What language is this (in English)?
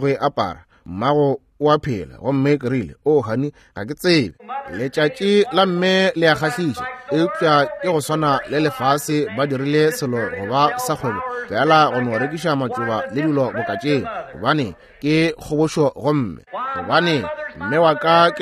Northern Sotho